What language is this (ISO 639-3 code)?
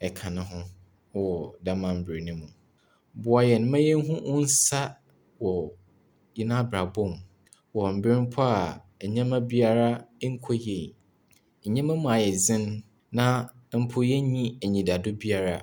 aka